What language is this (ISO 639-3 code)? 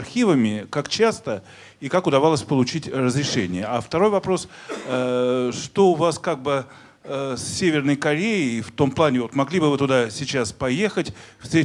rus